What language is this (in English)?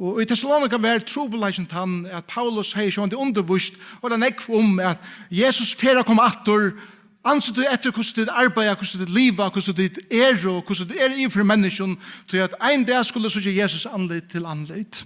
Faroese